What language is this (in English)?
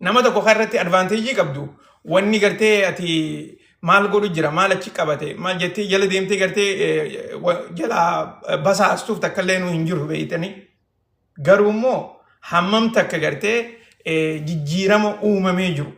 Oromo